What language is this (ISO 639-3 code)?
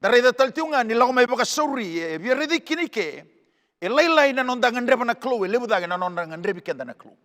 fij